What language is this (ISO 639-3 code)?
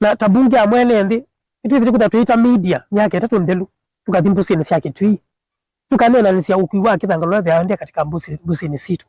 kam